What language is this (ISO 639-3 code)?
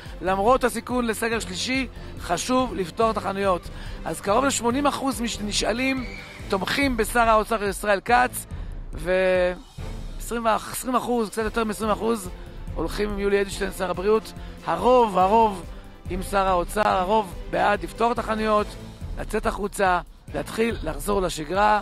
heb